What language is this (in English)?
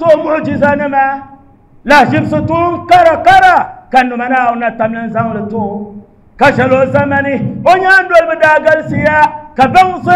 Dagbani